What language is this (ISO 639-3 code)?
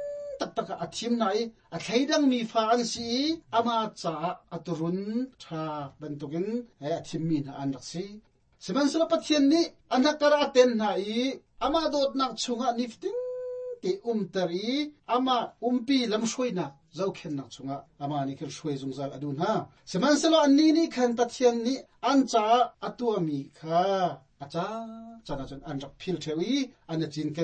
cnh